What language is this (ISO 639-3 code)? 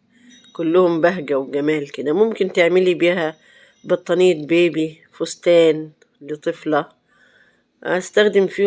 arz